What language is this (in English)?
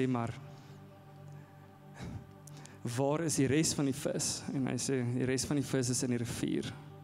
Afrikaans